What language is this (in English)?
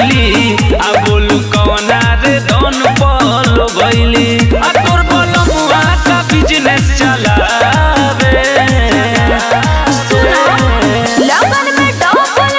Bhojpuri